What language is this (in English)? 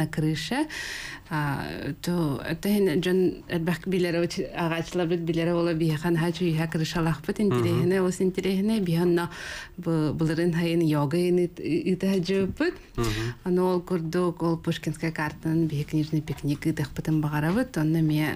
Yakut